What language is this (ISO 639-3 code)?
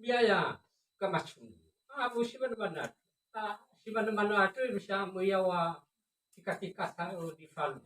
nia